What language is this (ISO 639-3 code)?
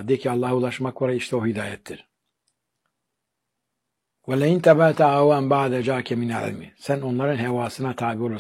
tur